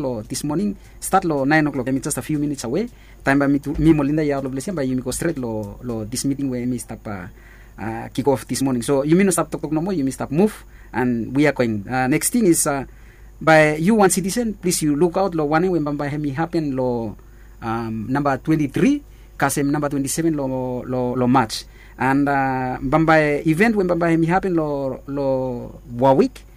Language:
Bislama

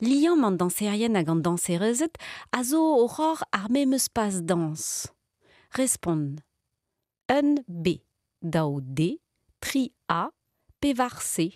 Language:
Breton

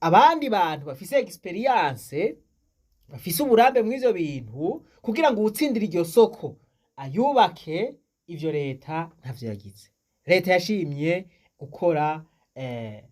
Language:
Rundi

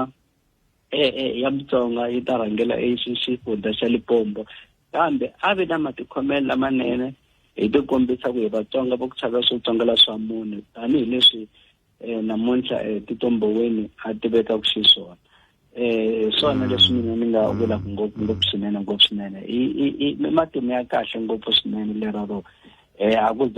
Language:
Tsonga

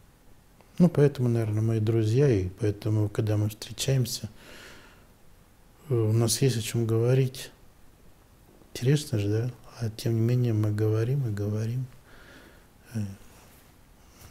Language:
Russian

